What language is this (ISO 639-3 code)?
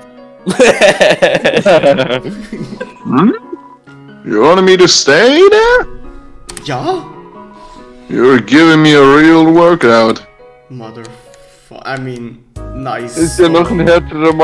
deu